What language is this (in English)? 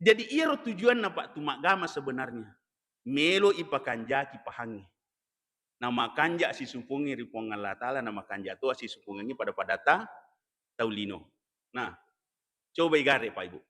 Buginese